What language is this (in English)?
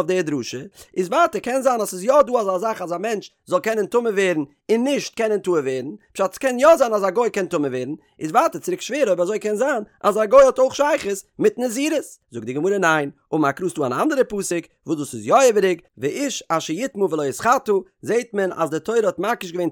Yiddish